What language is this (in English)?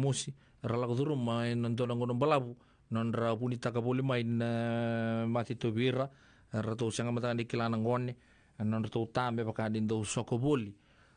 Fijian